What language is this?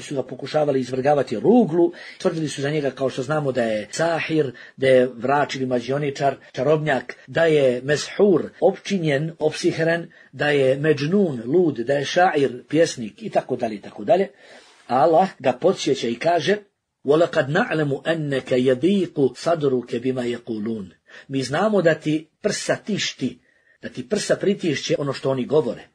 Bosnian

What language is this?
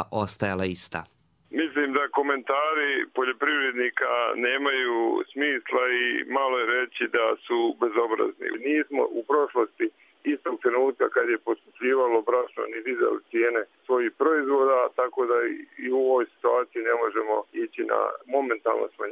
Croatian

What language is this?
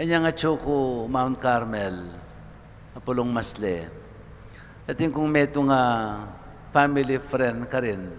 Pampanga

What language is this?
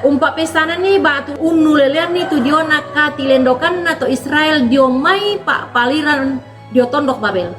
Toraja-Sa'dan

